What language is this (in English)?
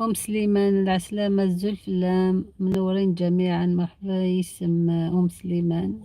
Algerian Arabic